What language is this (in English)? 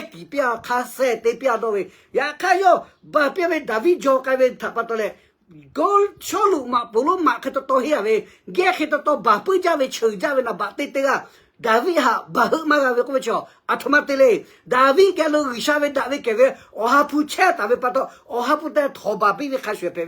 Lahu